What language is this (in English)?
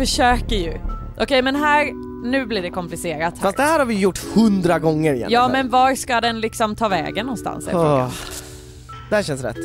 Swedish